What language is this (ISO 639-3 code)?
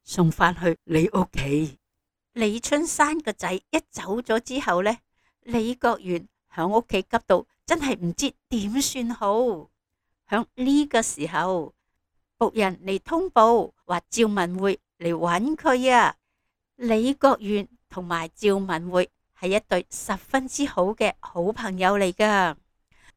yue